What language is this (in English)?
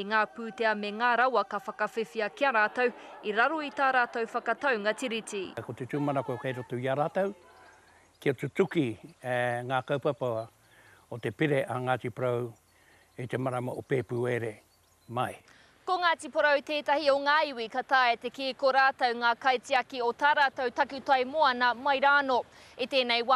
Māori